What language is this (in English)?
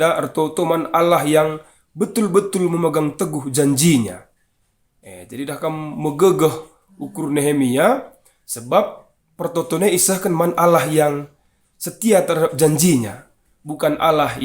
Batak Karo